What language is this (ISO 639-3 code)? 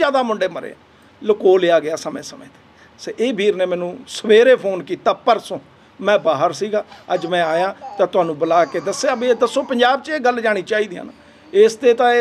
pan